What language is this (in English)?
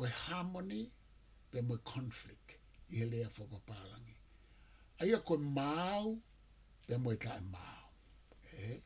Tongan